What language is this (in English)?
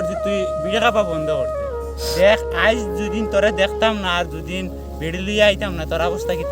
Sylheti